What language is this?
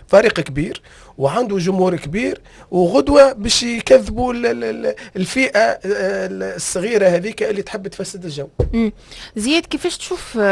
Tunisian Arabic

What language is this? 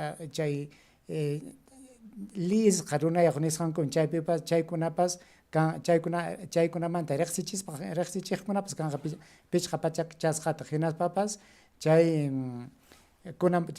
Ayacucho Quechua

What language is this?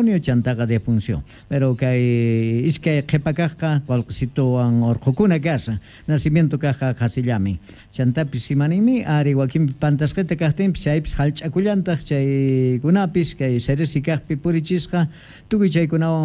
Quechua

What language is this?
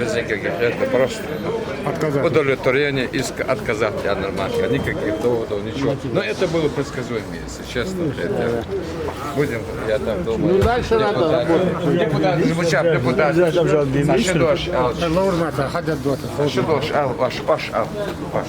Ingush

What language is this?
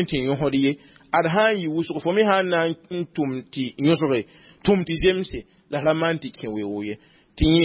Mossi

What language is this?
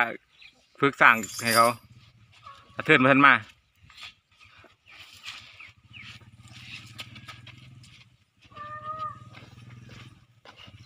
Thai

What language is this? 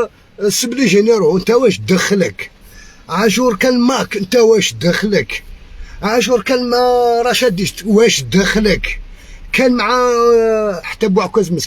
Algerian Arabic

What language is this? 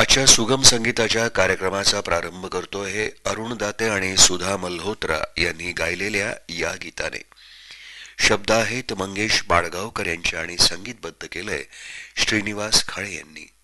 Marathi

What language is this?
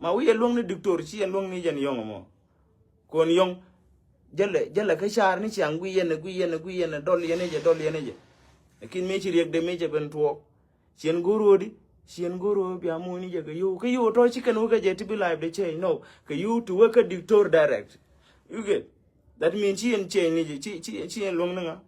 Nuer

